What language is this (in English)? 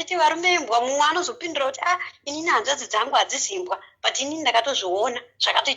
Shona